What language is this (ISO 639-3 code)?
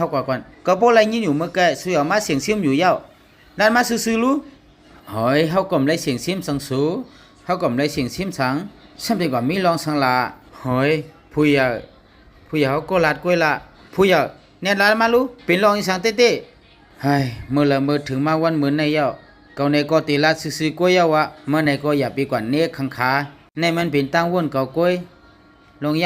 shn